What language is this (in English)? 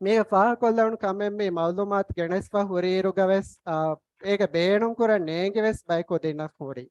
Divehi